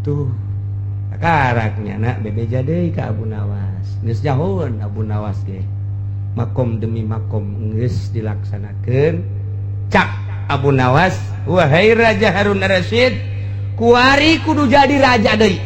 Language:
Sundanese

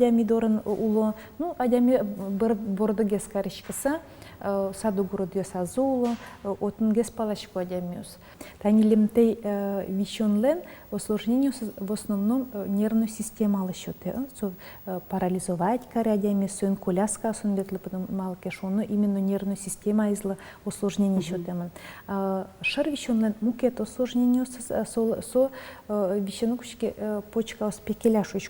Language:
Udmurt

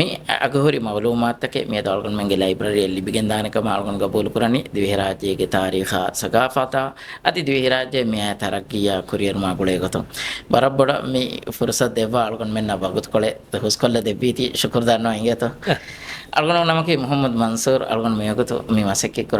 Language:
Divehi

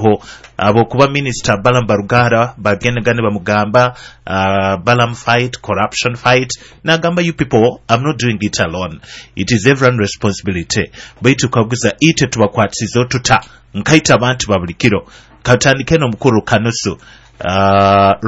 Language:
Nyoro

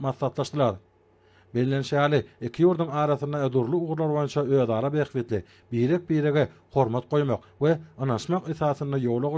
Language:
Turkmen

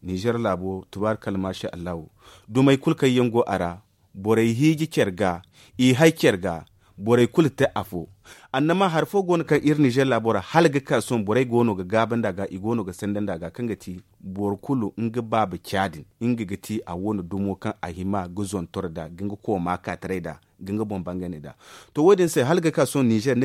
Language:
Zarma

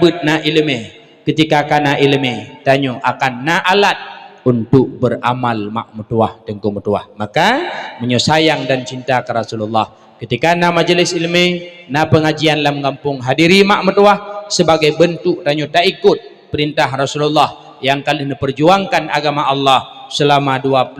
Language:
Achinese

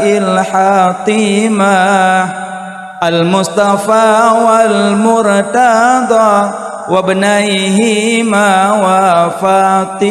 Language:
Achinese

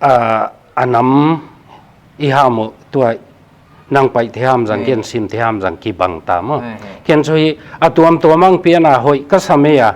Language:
Paite Chin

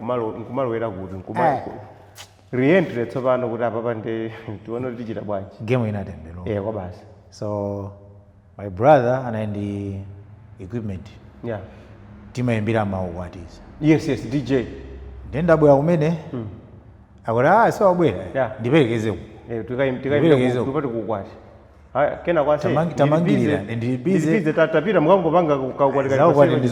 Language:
Nyanja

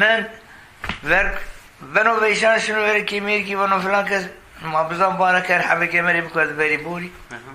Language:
Zaza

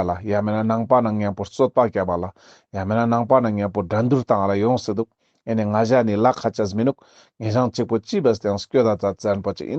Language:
Ladakhi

